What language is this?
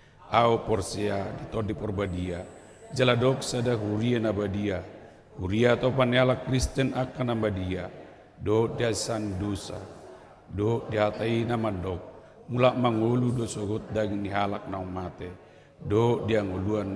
Batak Toba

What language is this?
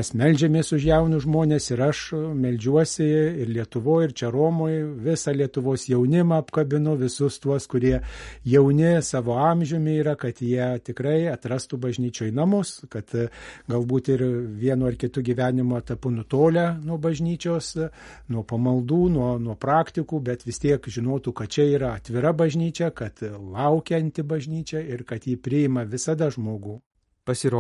Lithuanian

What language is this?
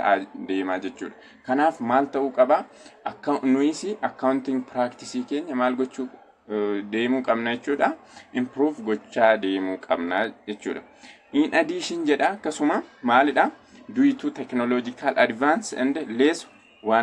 Oromo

